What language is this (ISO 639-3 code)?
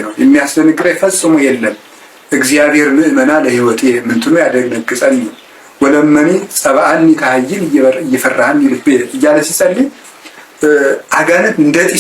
amh